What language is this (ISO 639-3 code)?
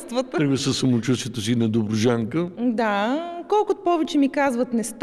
bul